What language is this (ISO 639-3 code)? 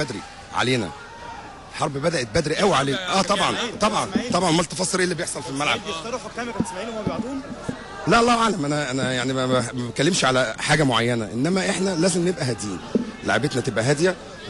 arz